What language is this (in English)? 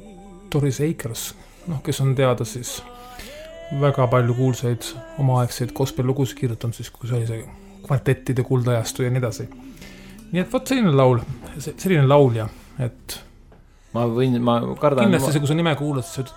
Estonian